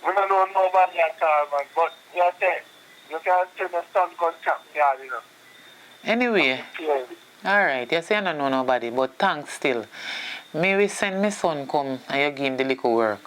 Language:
Jamaican Creole English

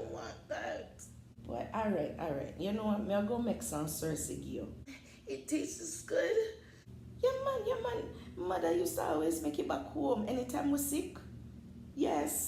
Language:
Jamaican Creole English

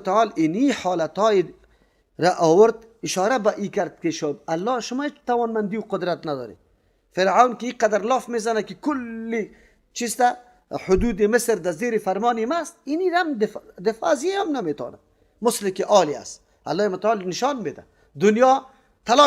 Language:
Persian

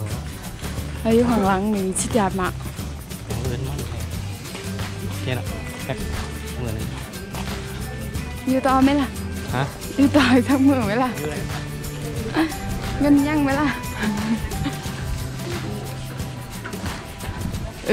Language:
Thai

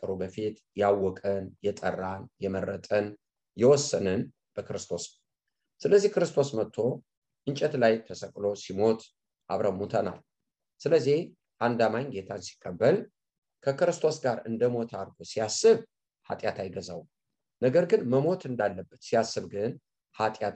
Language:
Amharic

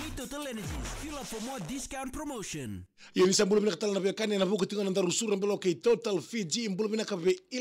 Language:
Fijian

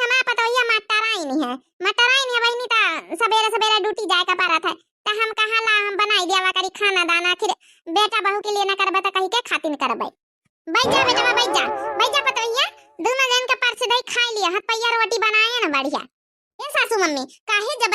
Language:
Awadhi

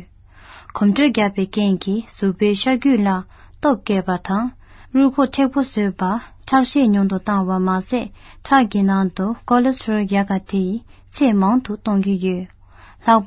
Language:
Tibetan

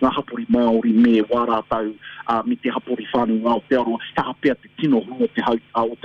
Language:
Māori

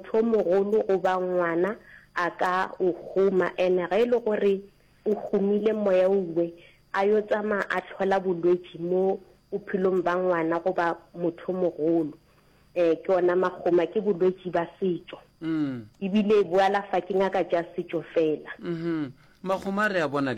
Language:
Northern Sotho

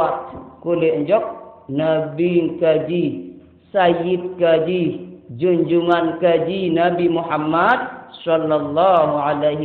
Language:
Sasak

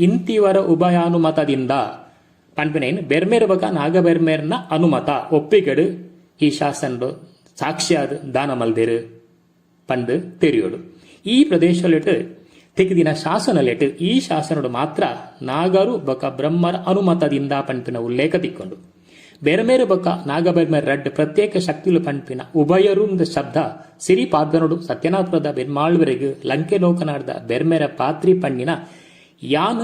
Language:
Tulu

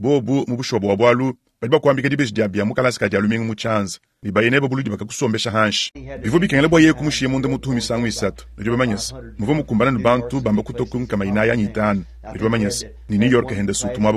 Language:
Luba-Lulua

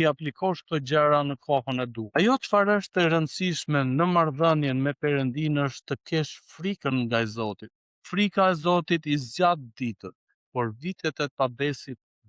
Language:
Albanian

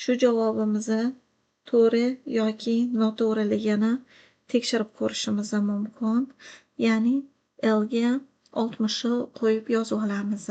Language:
Uzbek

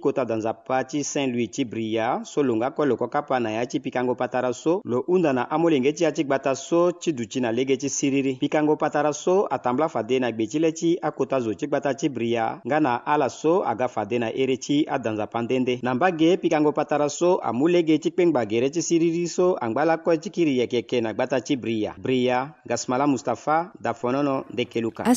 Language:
Sango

